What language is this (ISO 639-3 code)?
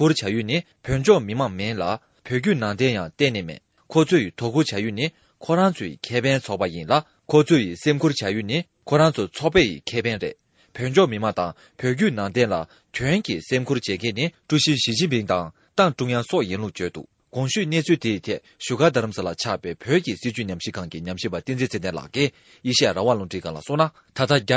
bod